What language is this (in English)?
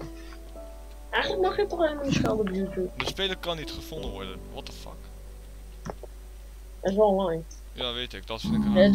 Dutch